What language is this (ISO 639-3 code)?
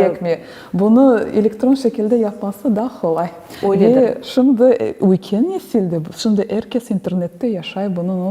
crh